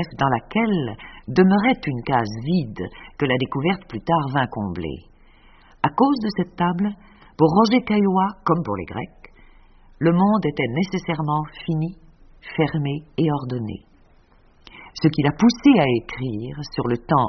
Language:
French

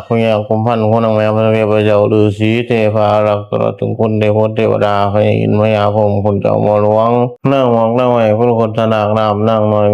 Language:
Pali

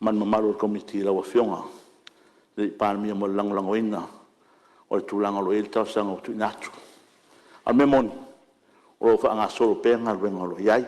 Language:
Samoan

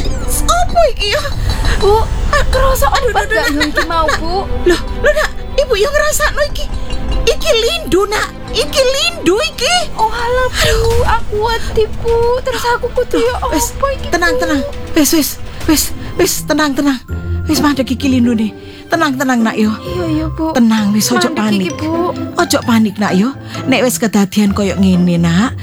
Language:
Javanese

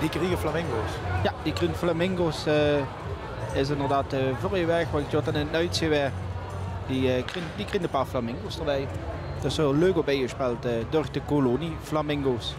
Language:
Limburgish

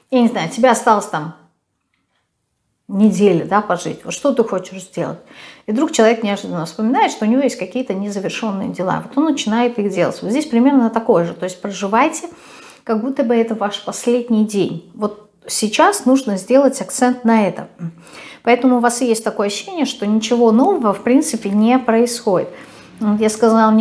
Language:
Russian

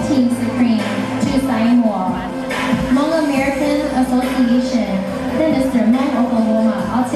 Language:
Hmong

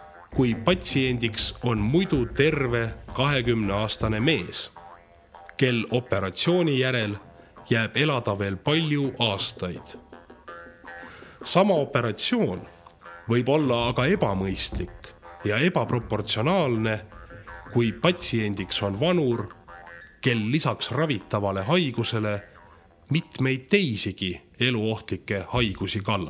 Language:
Estonian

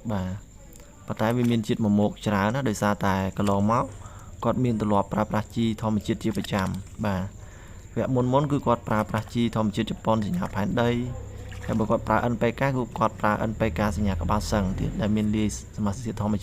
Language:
Khmer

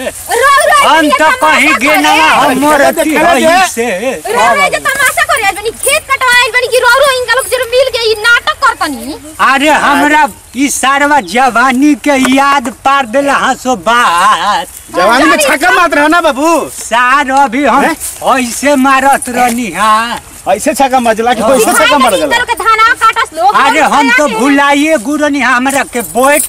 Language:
Bhojpuri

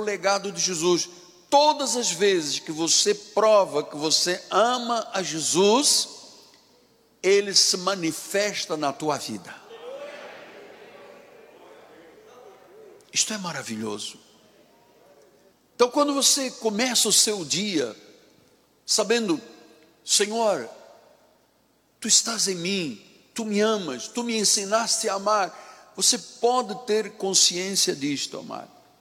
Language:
Portuguese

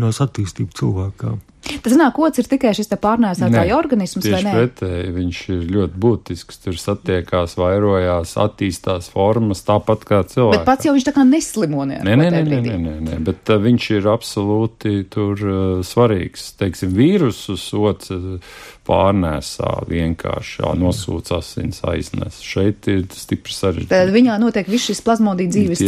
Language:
Latvian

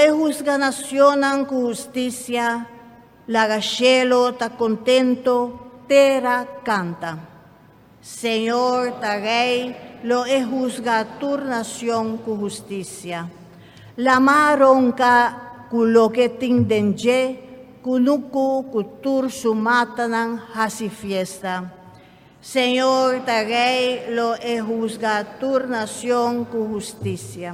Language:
Papiamento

